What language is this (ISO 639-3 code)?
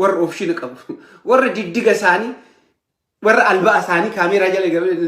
orm